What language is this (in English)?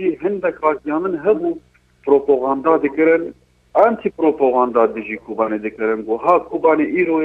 Kurdish